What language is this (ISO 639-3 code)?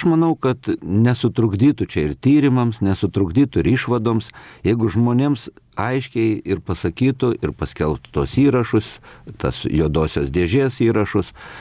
lit